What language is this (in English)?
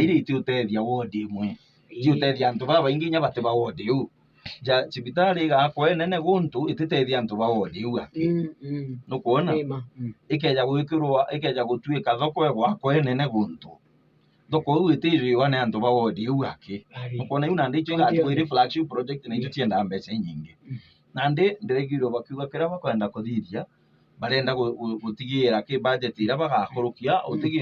Meru